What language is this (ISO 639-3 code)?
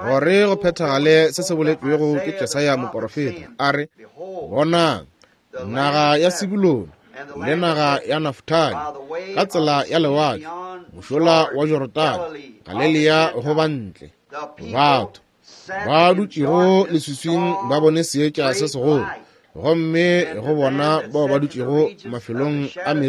nso